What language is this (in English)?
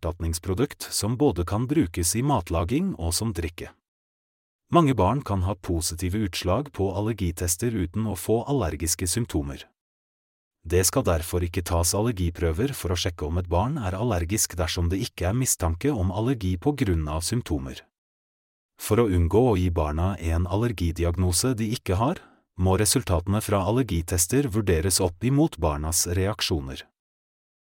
Norwegian